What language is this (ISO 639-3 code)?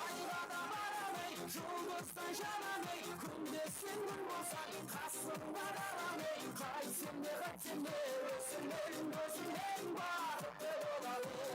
kaa